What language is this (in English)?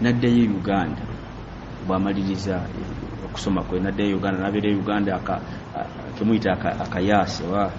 Ganda